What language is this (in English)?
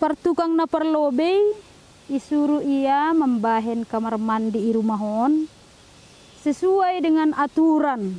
Batak Simalungun